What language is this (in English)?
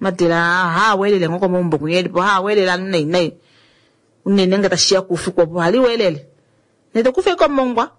Kuanyama